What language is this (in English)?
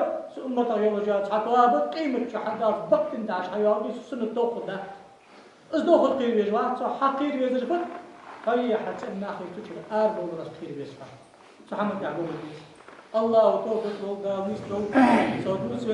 Ingush